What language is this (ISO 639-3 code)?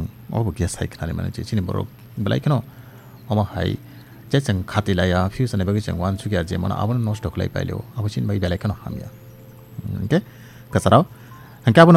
trp